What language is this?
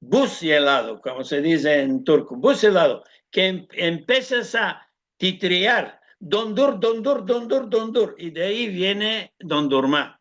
Ladino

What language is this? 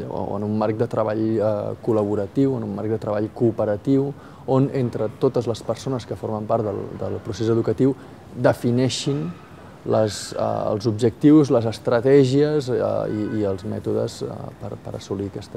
Catalan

